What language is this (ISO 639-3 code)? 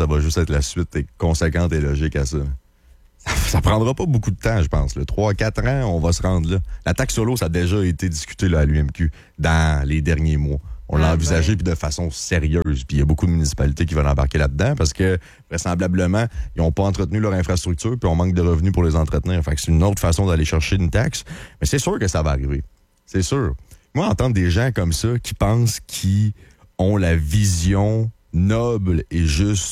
fra